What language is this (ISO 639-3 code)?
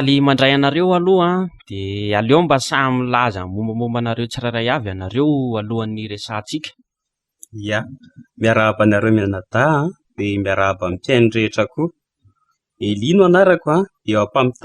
mlg